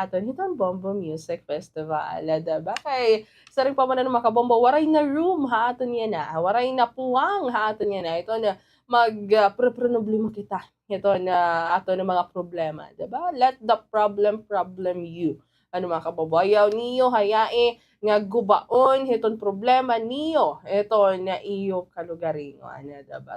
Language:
Waray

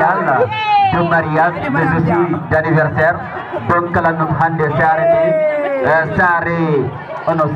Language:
Fula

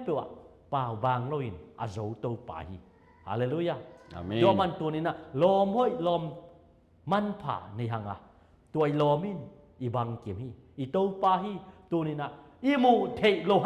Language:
Tedim Chin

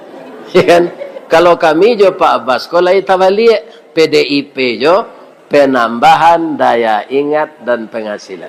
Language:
Minangkabau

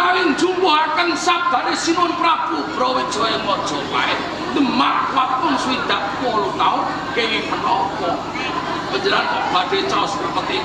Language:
Javanese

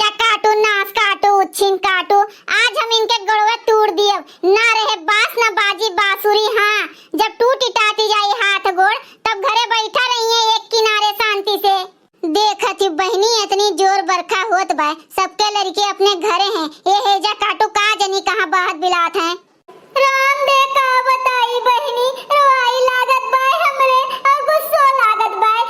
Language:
Awadhi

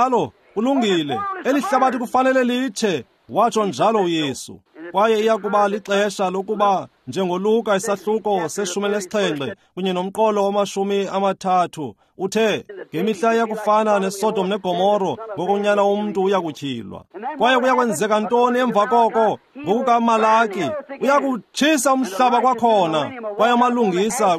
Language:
Xhosa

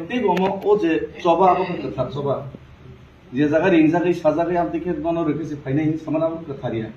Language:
Kok Borok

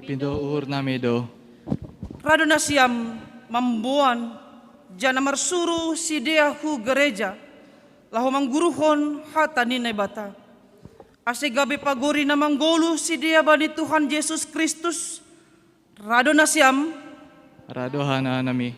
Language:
Batak Simalungun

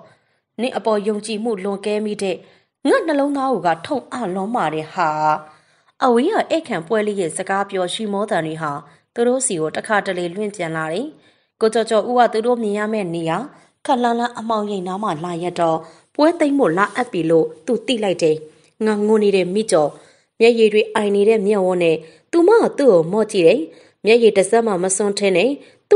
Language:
Burmese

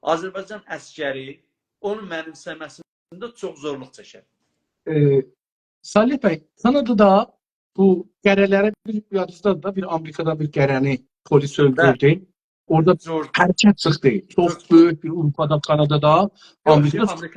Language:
South Azerbaijani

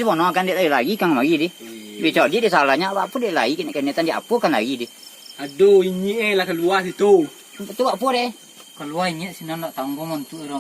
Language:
Minangkabau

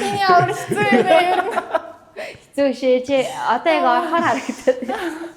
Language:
Mongolian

